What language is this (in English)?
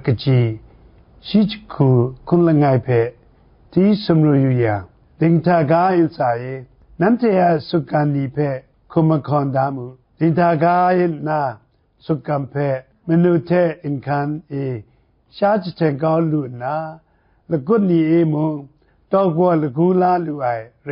Kachin